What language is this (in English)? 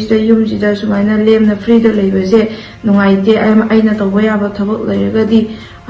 Manipuri